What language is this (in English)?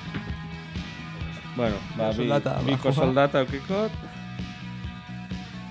Basque